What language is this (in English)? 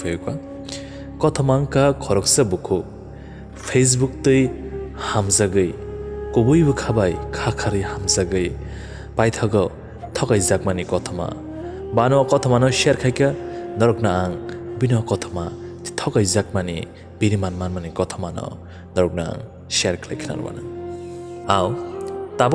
Kok Borok